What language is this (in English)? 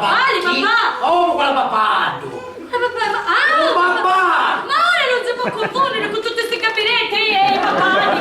Sicilian